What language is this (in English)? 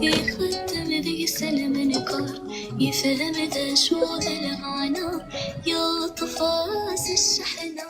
Kabyle